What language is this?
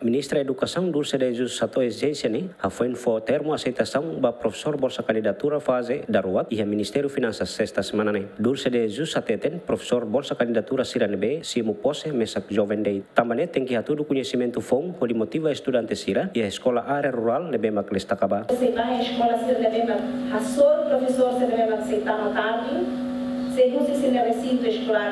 Tetum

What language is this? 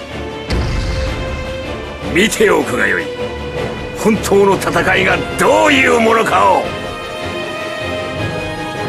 Japanese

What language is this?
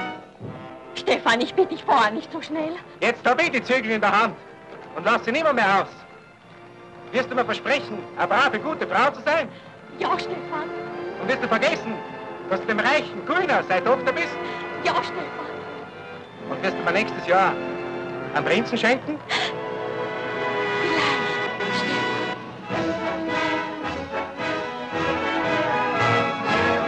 German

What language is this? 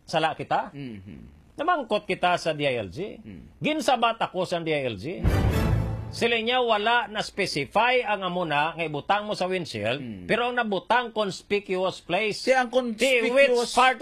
Hiligaynon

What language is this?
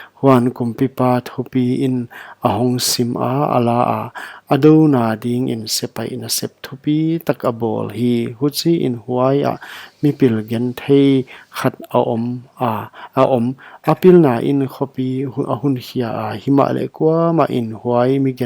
Paite Chin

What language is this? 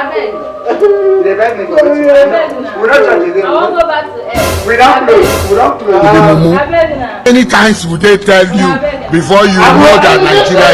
Nigerian Pidgin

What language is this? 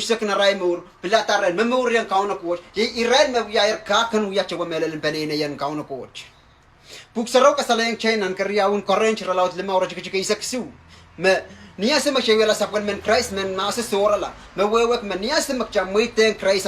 Pohnpeian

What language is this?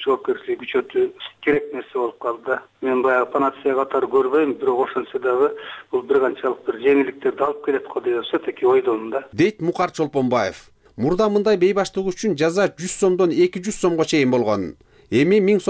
Kyrgyz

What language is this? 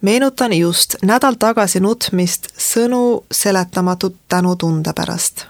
Estonian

